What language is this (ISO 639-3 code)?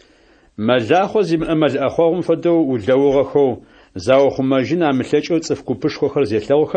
ady